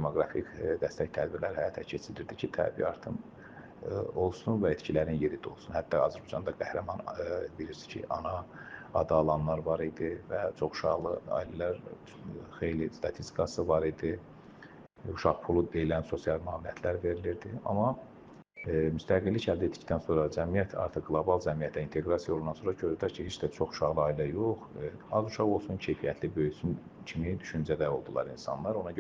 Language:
Azerbaijani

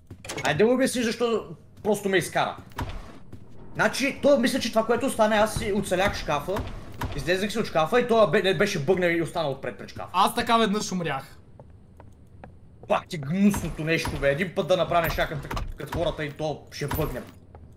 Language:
Bulgarian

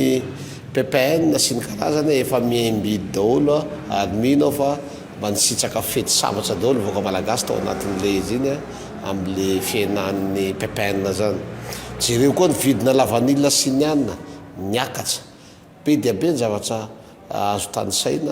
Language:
Malagasy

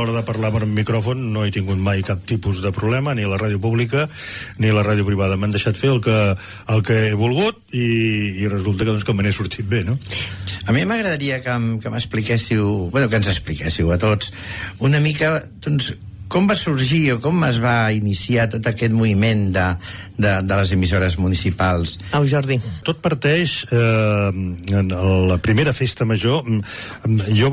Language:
Catalan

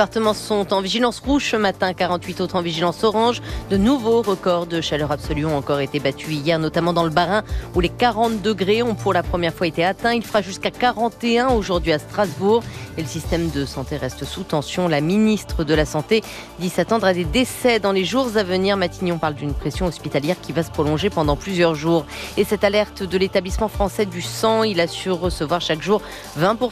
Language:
French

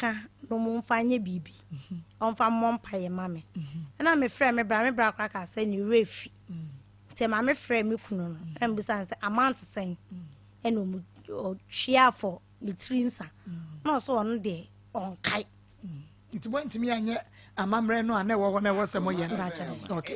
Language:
Akan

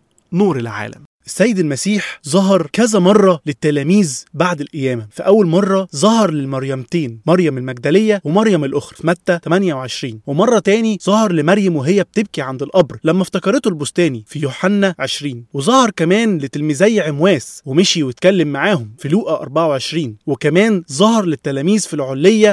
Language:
Egyptian Arabic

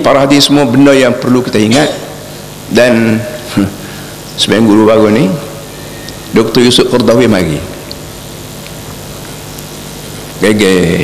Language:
Malay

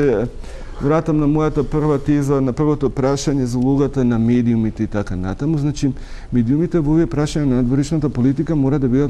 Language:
Macedonian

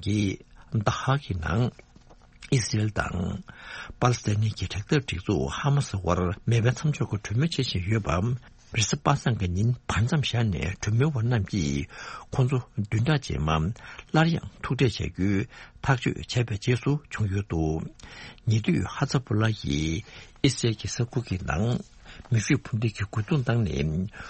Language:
Tibetan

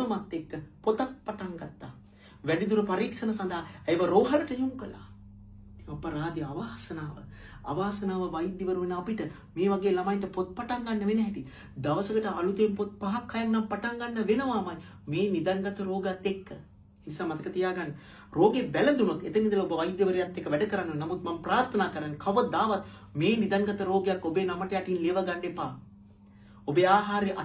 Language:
Sinhala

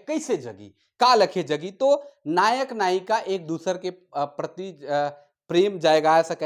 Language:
Sadri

